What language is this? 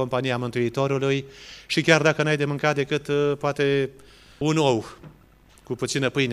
Romanian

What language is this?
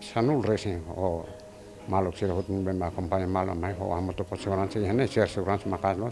Tetum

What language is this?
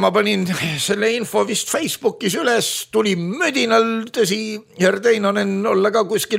Estonian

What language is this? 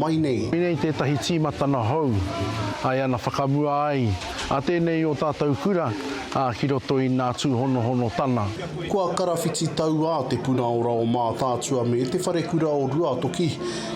Māori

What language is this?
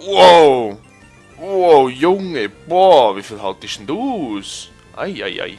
Swiss German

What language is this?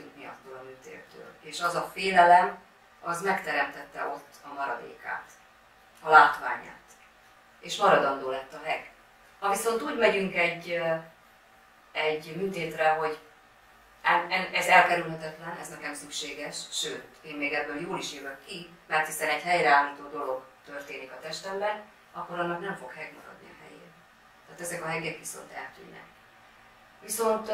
Hungarian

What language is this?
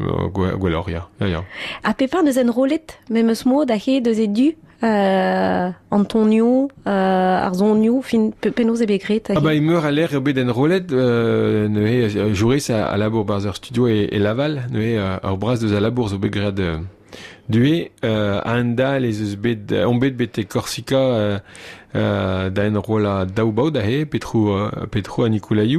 Breton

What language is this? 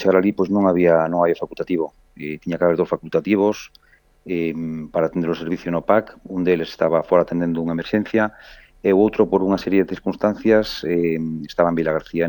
Galician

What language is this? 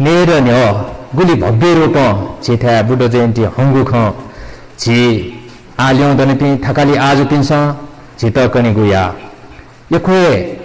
Newari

